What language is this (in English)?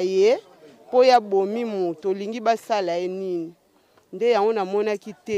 Lingala